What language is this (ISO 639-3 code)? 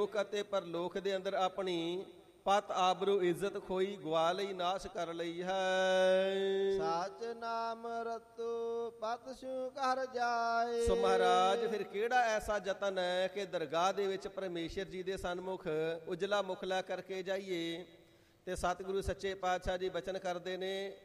pan